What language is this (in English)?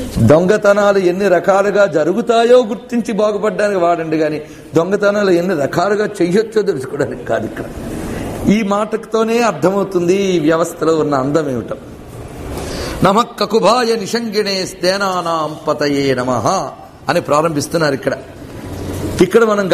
Telugu